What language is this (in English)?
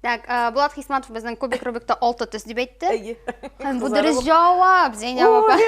Tatar